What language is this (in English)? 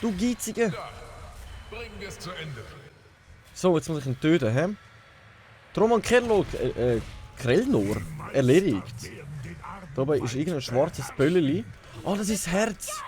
Swiss German